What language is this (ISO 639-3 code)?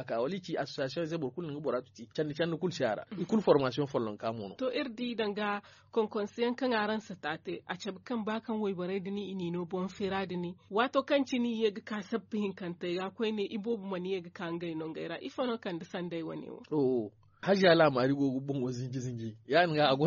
dje